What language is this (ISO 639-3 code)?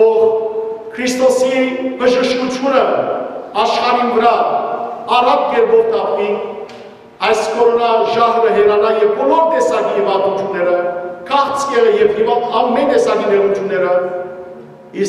hyw